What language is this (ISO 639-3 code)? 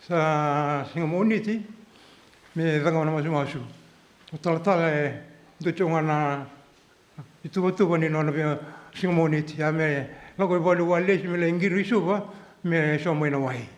fij